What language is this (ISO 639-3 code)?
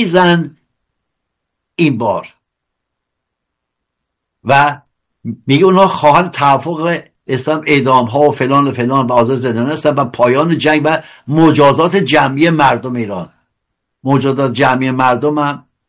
fas